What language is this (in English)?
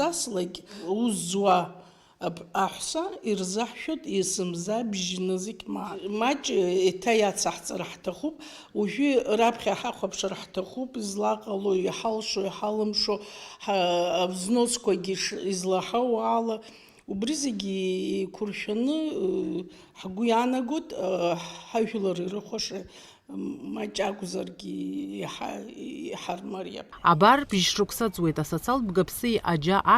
Abkhazian